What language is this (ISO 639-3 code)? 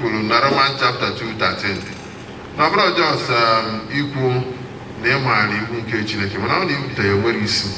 ibo